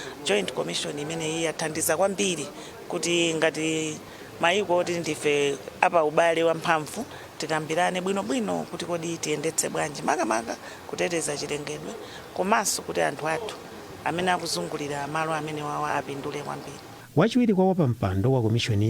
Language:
Nyanja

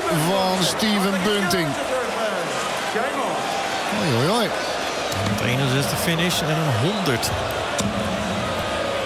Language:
Dutch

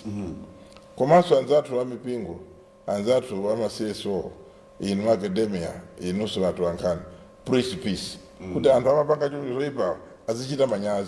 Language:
Nyanja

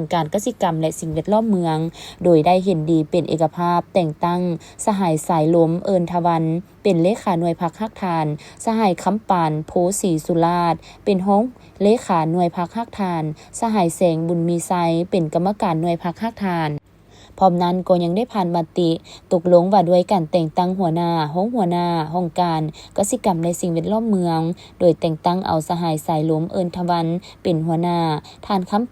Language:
Lao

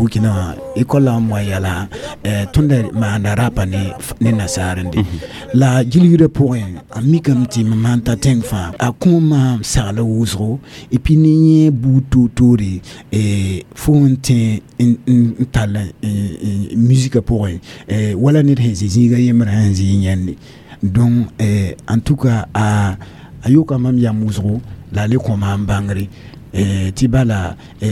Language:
Mossi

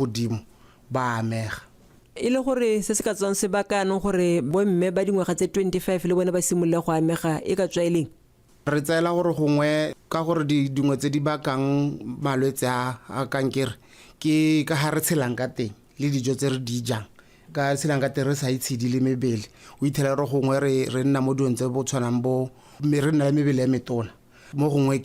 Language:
Tswana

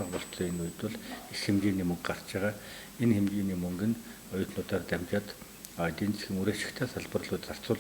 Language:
Mongolian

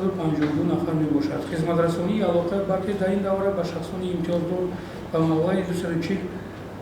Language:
Tajik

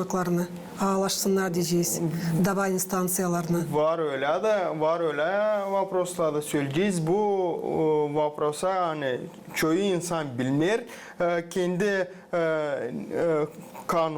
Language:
Gagauz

